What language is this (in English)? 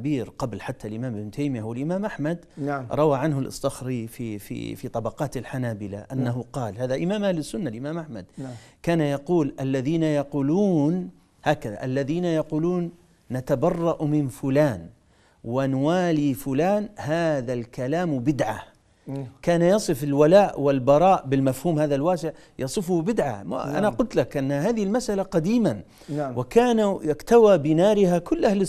Arabic